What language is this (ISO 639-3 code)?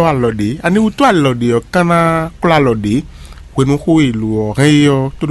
fon